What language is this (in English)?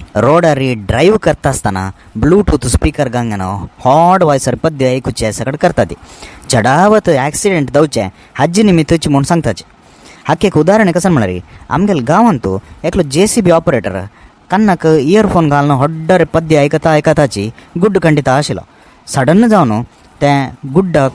Konkani